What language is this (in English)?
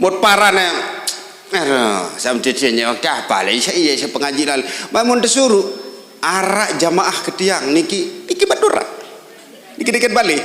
Sasak